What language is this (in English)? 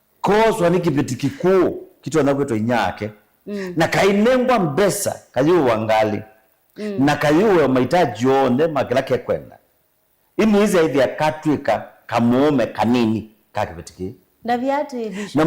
Kamba